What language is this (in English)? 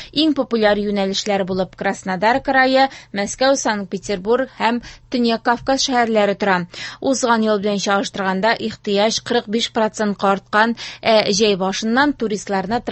Tatar